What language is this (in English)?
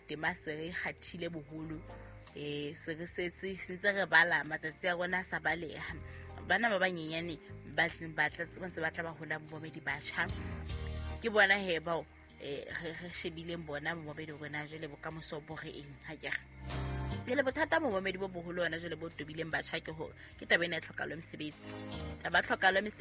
Southern Sotho